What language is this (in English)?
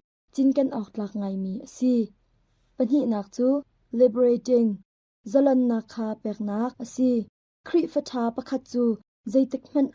Hakha Chin